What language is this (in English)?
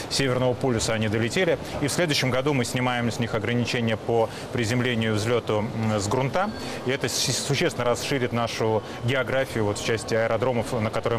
Russian